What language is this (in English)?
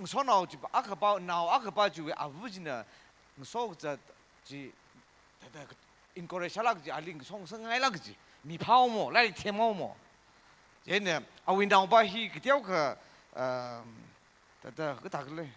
Tangkhul Naga (India)